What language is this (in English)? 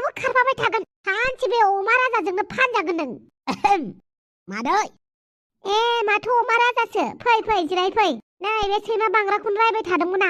Bodo